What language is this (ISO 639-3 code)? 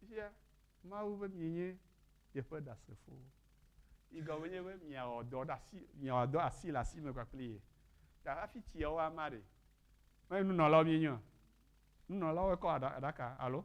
ewe